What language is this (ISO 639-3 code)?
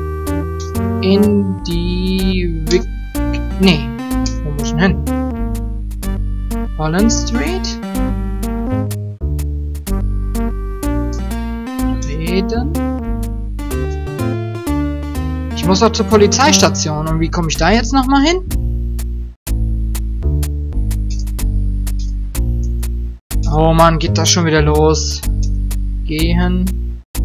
deu